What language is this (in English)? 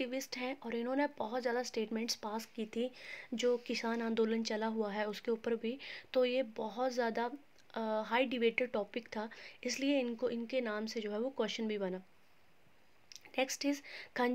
Hindi